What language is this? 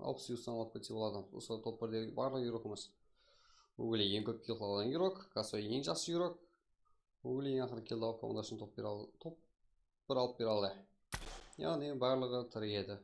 Kara-Kalpak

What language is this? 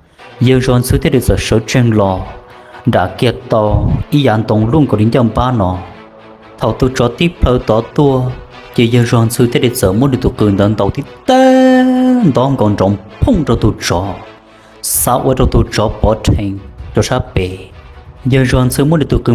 Hmong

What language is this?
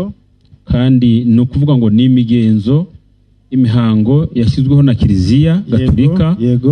Kinyarwanda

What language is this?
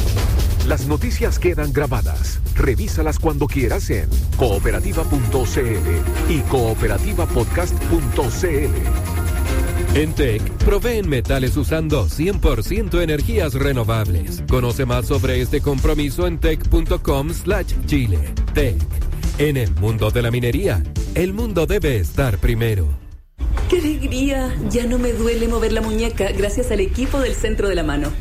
Spanish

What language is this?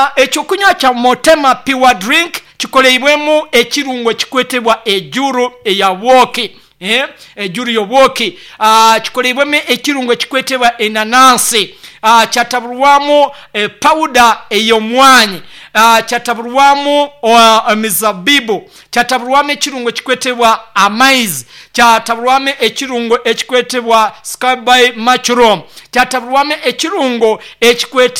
Nyoro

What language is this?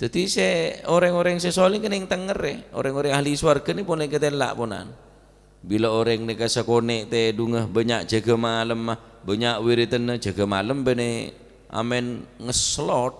Madurese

